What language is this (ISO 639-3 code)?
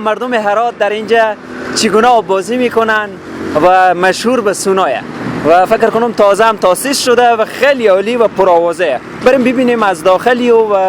fas